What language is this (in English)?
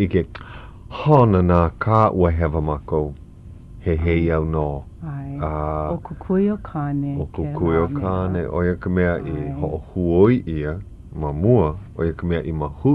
Hawaiian